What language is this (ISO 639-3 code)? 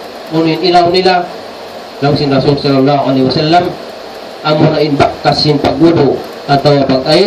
tsg